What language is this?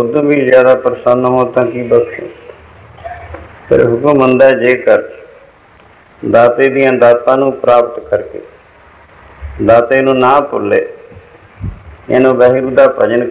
Punjabi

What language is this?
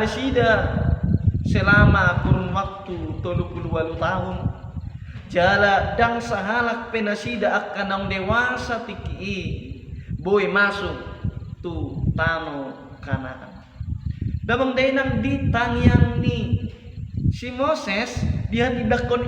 Batak Toba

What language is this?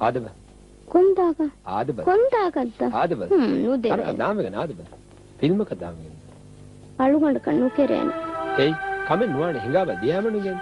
Divehi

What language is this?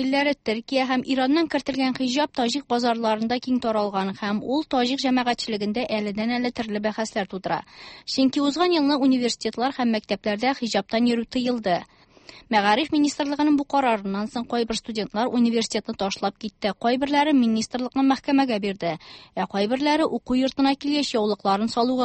Tatar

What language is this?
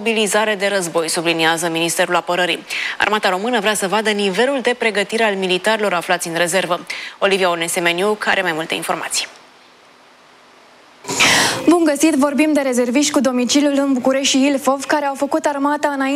Romanian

